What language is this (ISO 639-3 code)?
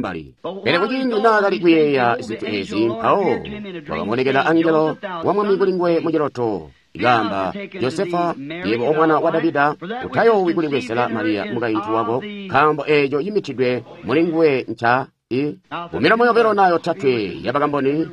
toi